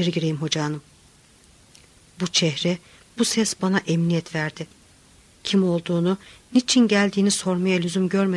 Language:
Turkish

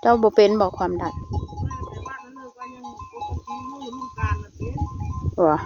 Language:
Northeastern Thai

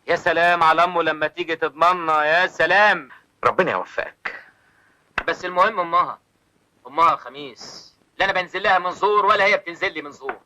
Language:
Egyptian Arabic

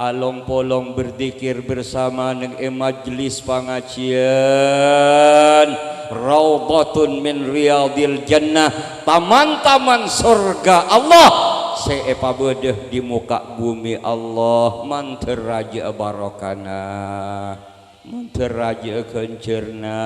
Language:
Madurese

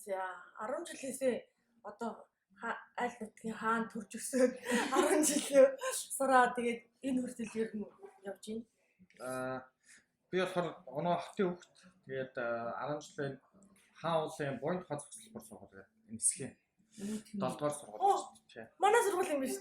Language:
Mongolian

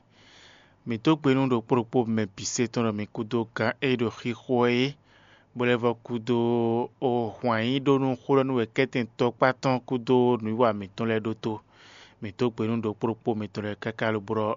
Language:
Fon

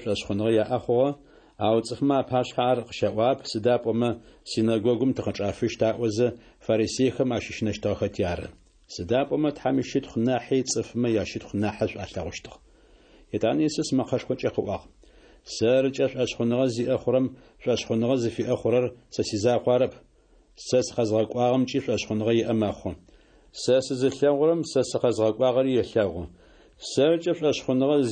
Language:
Adyghe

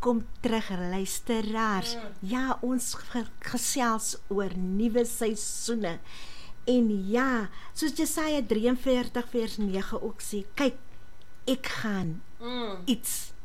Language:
Afrikaans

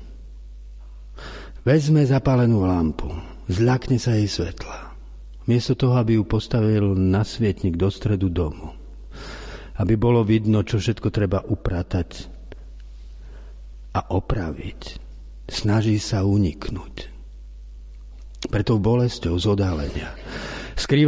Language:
Slovak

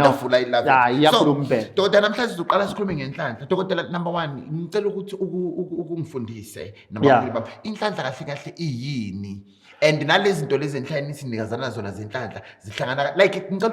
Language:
Zulu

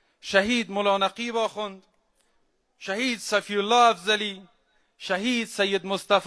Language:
Persian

